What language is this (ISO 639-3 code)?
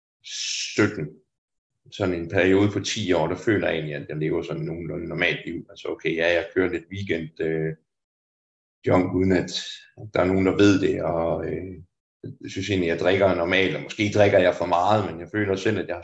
dan